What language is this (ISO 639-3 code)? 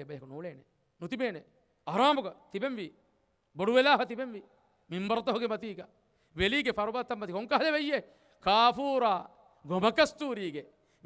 div